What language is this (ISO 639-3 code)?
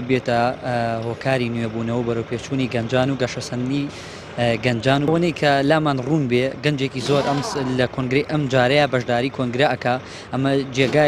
ckb